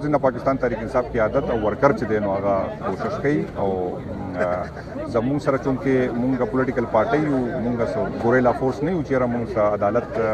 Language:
Pashto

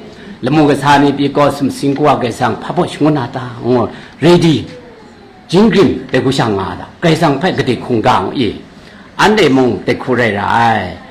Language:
Kachin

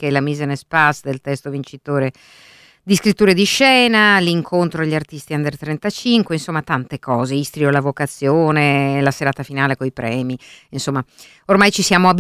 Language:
Italian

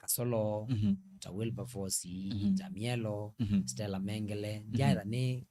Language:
Kamba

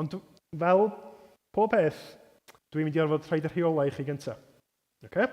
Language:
Welsh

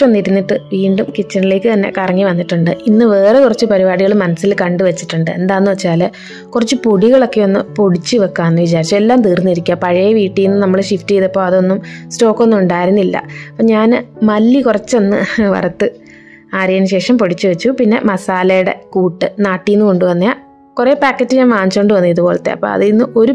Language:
Malayalam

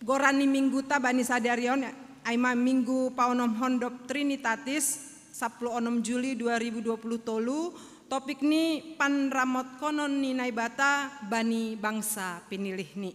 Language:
Batak Simalungun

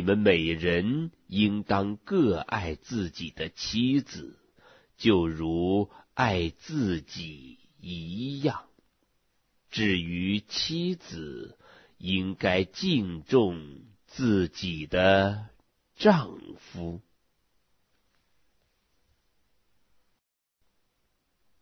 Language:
Chinese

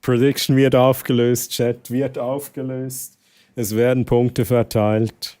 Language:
Swiss German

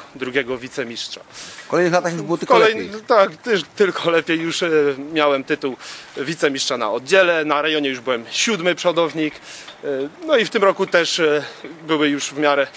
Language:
Polish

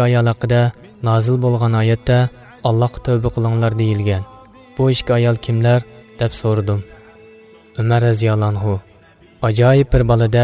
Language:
Uyghur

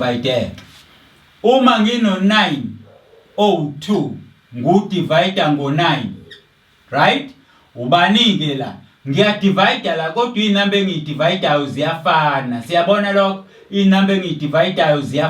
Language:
Zulu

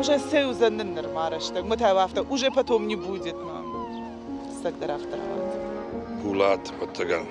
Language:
Ossetic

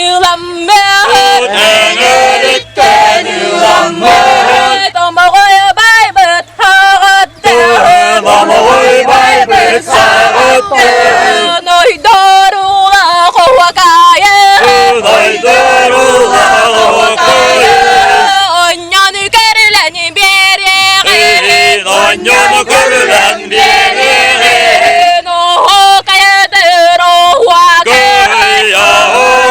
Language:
Yakut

